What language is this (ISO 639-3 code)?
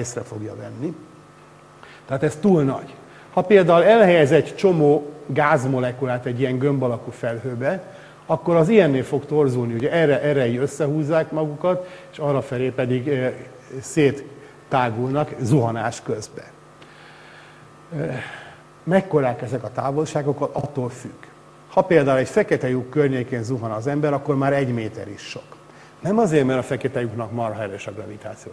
hun